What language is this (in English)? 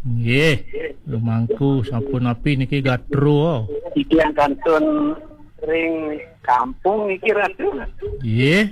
Balinese